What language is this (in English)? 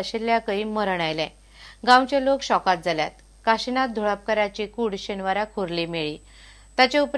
Konkani